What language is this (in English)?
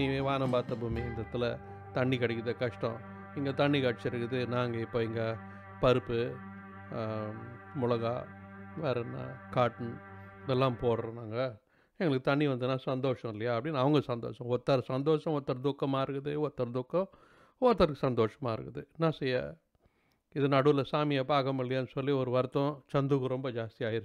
Tamil